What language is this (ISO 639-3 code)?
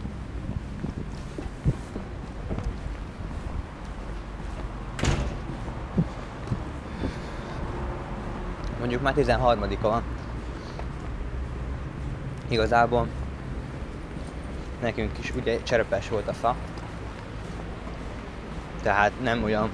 hun